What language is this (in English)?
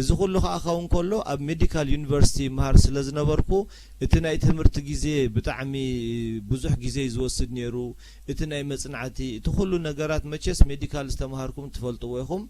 Tigrinya